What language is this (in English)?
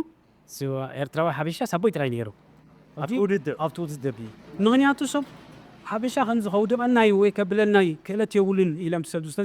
Tigrinya